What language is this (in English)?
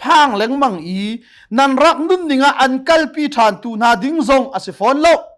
Hakha Chin